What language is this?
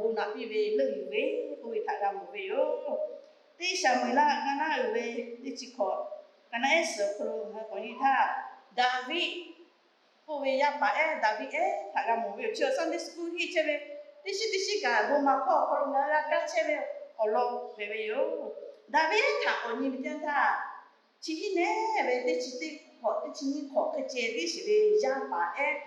Lahu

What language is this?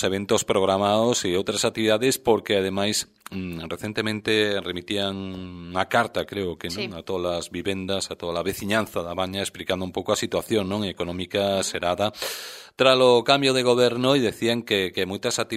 Galician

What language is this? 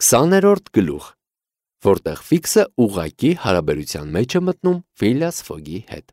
Armenian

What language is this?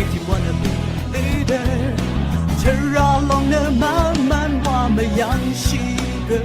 Rawang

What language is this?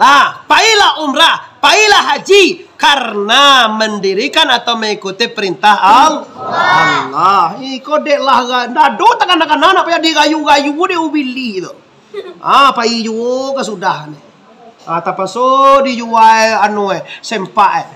Minangkabau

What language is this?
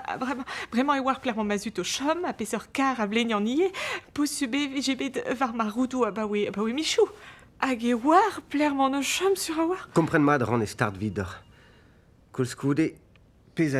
Breton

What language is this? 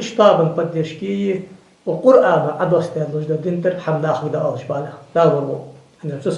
Ingush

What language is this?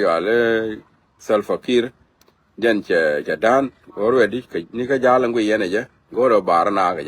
Nuer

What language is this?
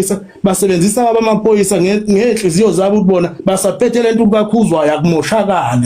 Zulu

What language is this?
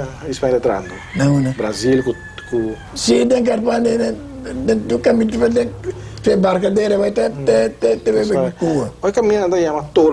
Papiamento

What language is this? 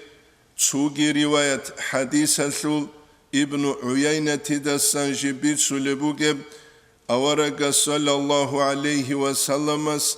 Avaric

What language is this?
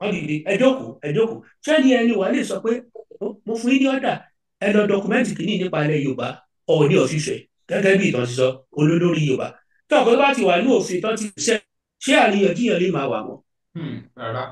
Yoruba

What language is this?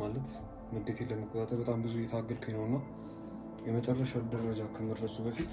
Amharic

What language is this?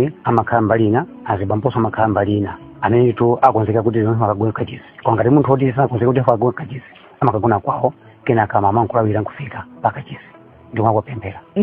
Nyanja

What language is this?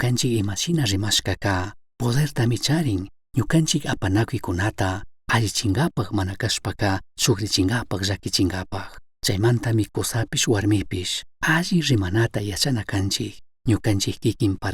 Chimborazo Highland Quichua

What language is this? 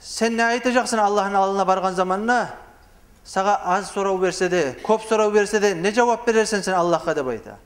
Kumyk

